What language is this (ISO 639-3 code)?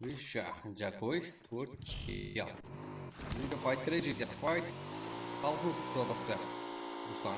kaa